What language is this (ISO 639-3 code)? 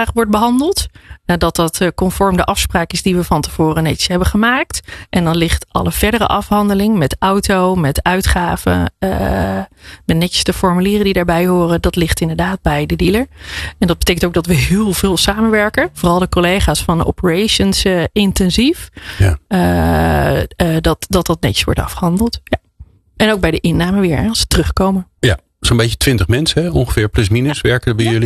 nld